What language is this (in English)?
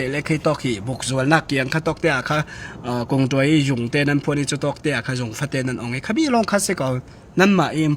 Falam Chin